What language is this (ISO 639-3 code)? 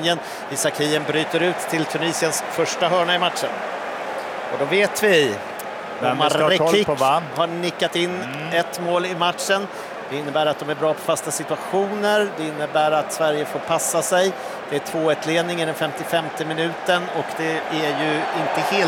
swe